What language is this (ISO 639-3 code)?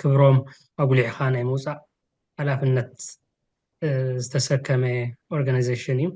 tir